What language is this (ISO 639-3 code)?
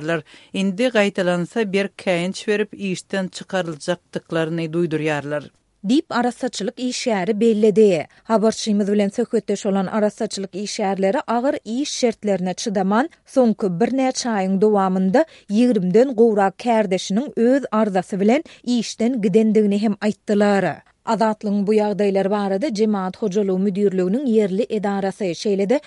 tuk